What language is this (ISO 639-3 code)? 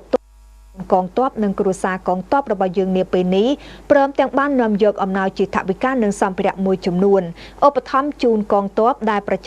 khm